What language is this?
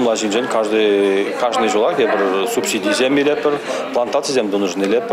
Chuvash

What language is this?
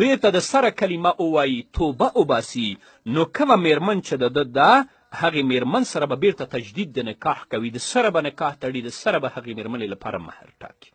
Pashto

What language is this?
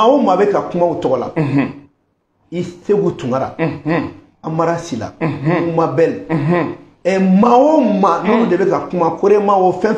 Bambara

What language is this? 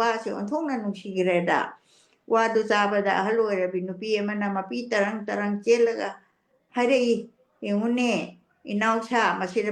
Manipuri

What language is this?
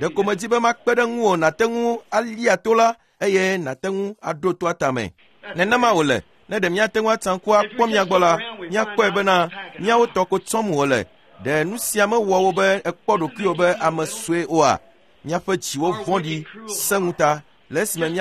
Ewe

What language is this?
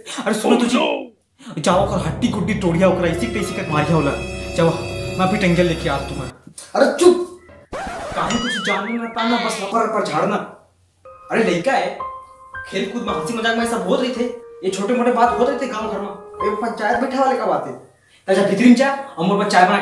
Chhattisgarhi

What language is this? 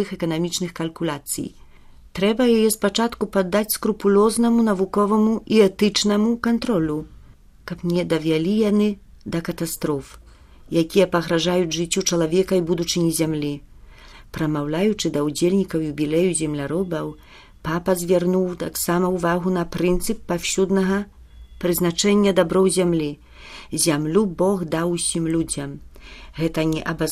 Belarusian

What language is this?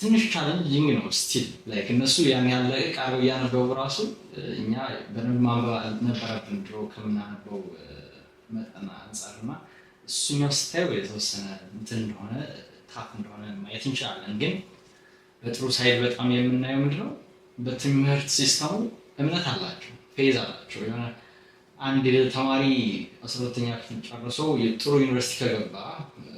Amharic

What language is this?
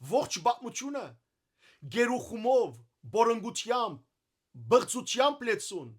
Western Armenian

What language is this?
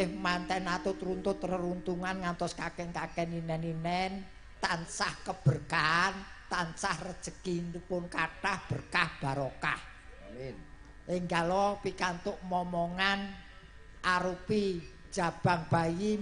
Javanese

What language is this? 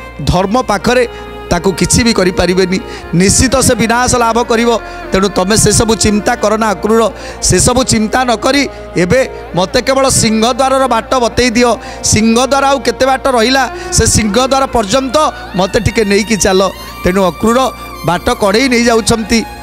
Odia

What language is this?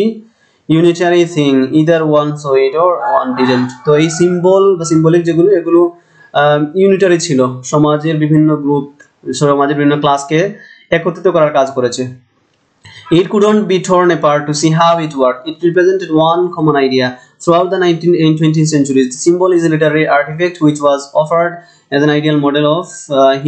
Bangla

